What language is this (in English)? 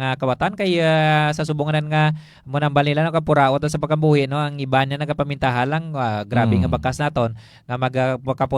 Hiligaynon